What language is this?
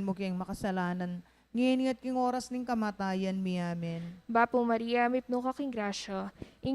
Pampanga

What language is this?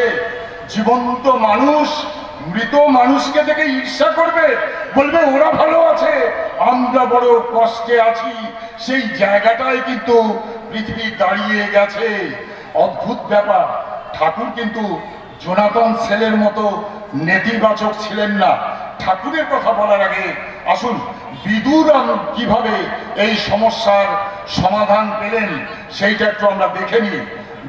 Bangla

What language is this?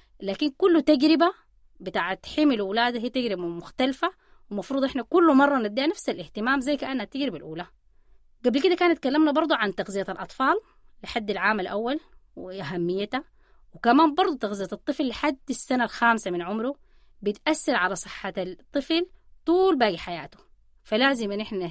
Sudanese Arabic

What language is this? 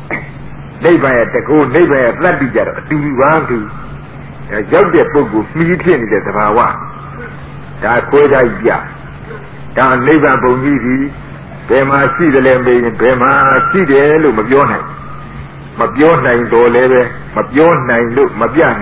Burmese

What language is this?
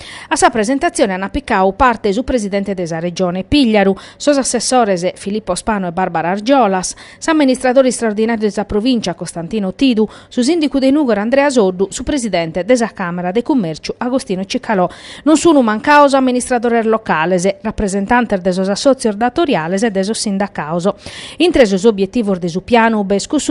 Sardinian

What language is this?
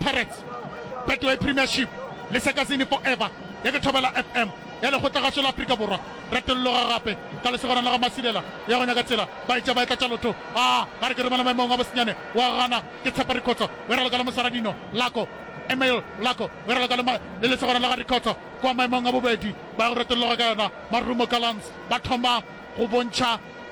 Northern Sotho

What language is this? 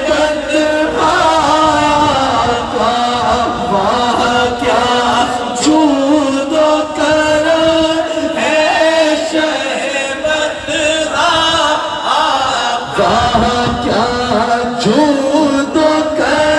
Urdu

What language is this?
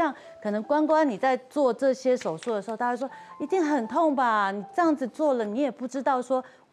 Chinese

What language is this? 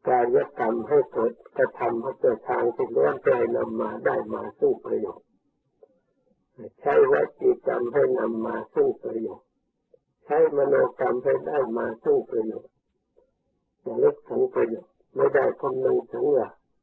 Thai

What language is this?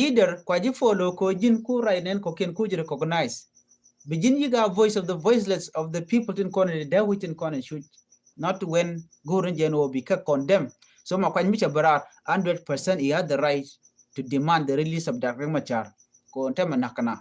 Nuer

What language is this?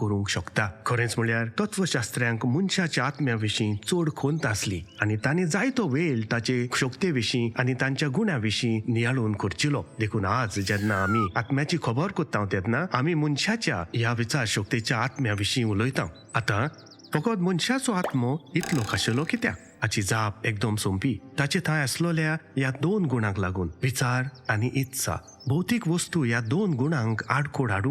Konkani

